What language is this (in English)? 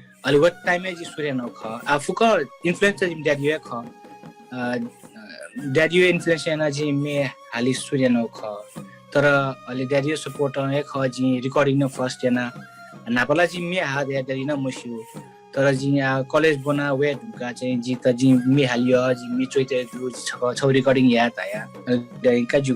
Newari